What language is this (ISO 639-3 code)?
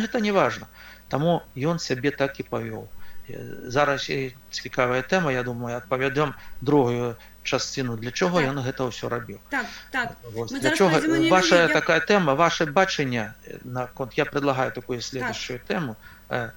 bel